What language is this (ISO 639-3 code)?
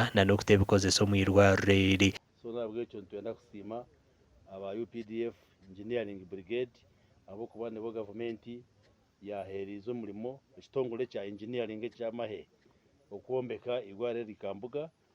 nyn